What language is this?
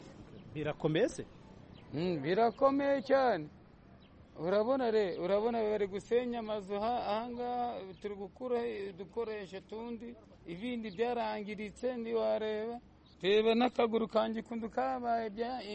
Kinyarwanda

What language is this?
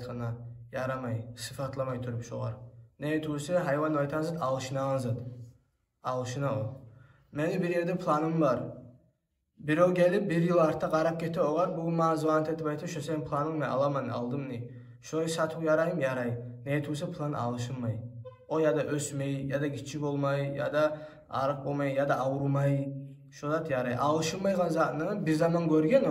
Kumyk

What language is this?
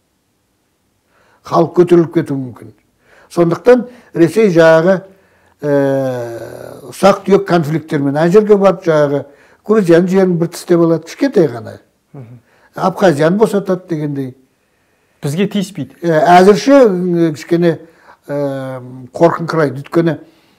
Kazakh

